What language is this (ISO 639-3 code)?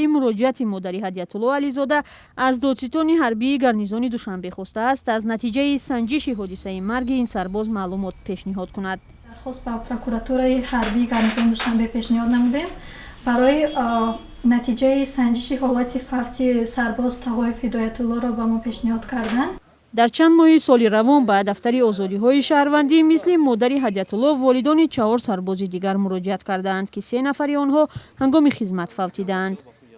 tgk